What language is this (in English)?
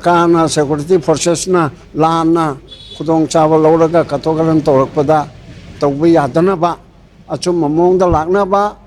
Manipuri